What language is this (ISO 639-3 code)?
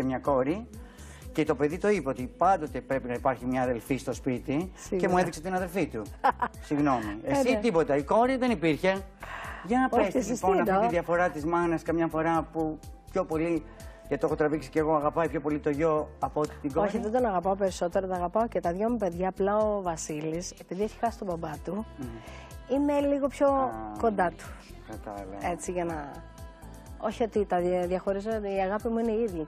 ell